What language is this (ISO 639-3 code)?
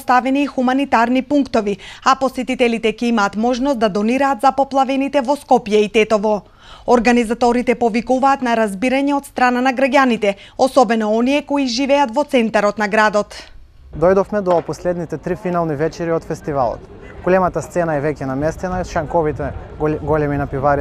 mkd